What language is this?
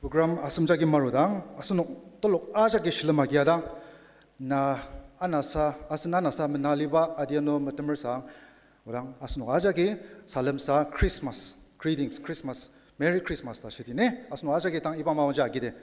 Ao Naga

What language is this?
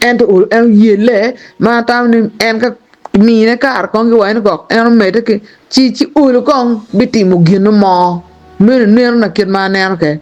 Acoli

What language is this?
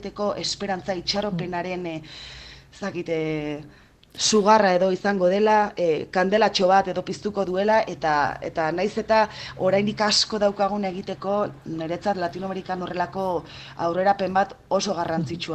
Basque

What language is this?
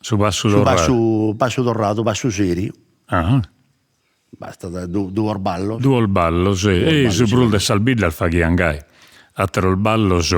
Sardinian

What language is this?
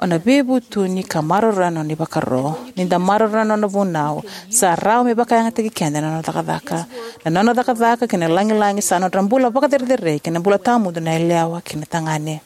Fijian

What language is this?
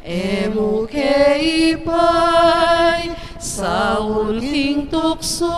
Pampanga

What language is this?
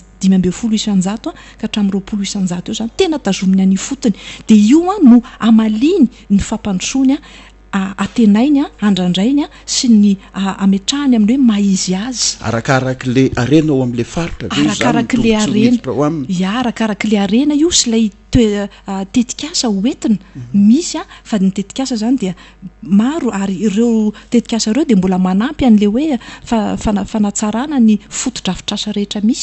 Malagasy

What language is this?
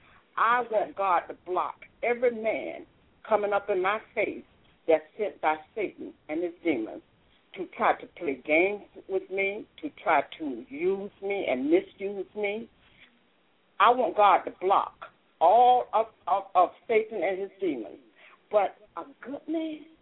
English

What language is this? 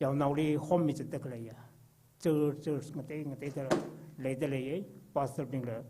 Tangkhul Naga (India)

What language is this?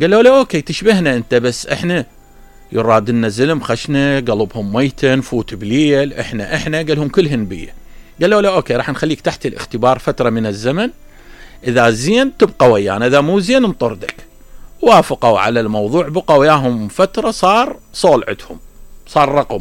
Mesopotamian Arabic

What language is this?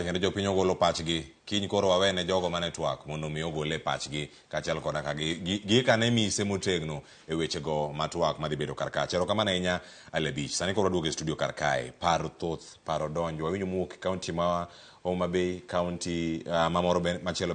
Luo (Kenya and Tanzania)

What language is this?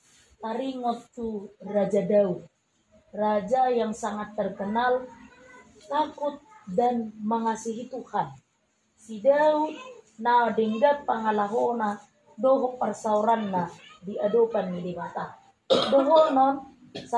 Batak Toba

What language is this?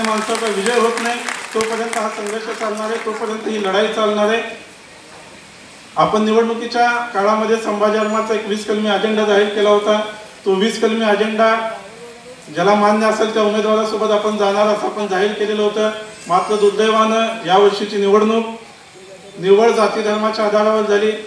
Marathi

